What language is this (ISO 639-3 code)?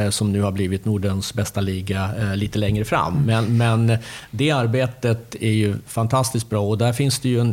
swe